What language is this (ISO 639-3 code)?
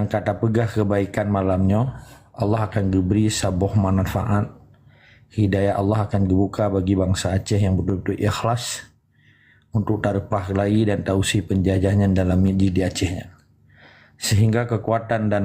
ace